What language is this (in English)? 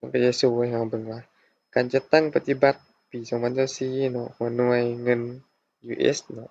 Lao